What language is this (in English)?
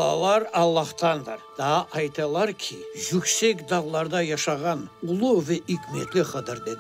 Crimean Tatar